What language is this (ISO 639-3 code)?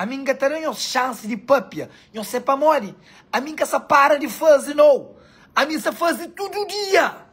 kea